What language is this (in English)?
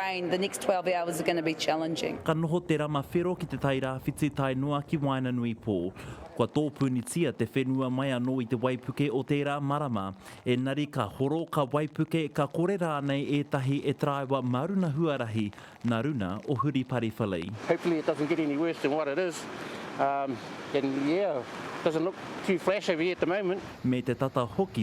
Māori